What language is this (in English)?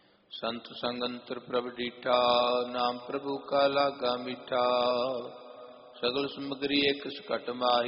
Punjabi